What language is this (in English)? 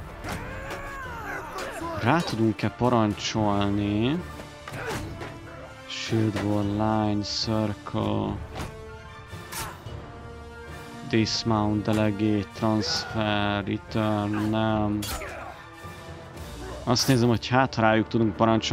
Hungarian